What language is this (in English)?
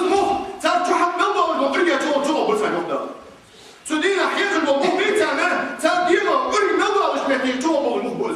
Ingush